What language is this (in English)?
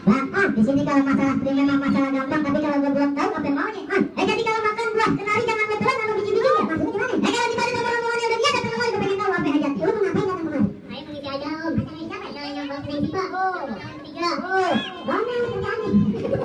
Betawi